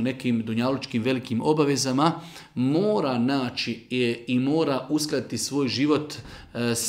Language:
Bosnian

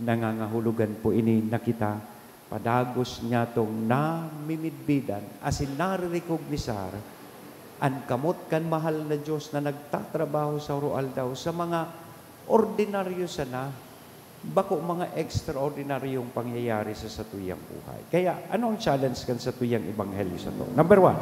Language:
Bikol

